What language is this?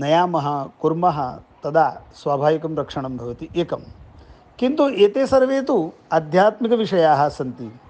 Sanskrit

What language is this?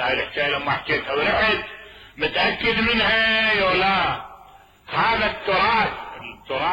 Mesopotamian Arabic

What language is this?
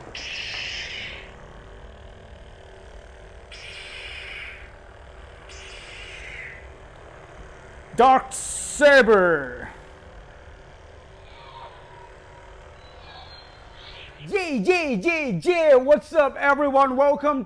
Thai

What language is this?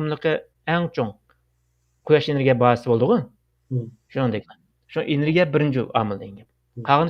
Uyghur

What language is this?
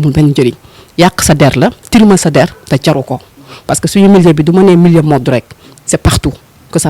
Wolof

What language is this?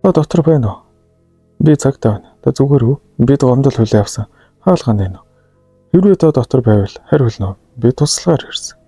Mongolian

